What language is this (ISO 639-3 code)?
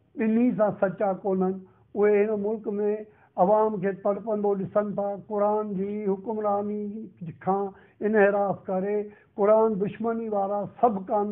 snd